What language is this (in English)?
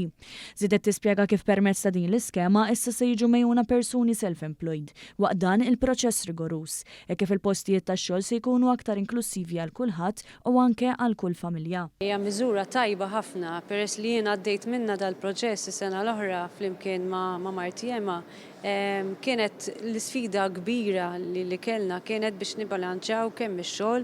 Maltese